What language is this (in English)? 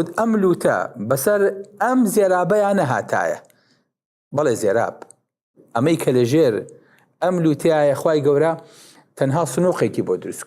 Central Kurdish